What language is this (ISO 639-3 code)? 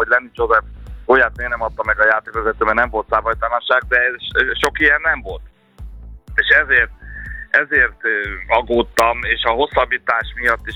hun